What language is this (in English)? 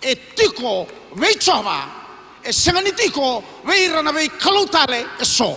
Fijian